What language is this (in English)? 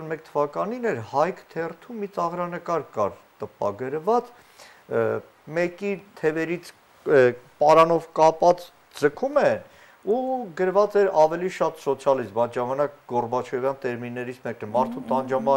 Armenian